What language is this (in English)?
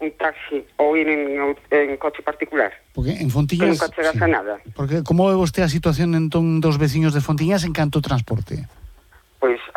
Galician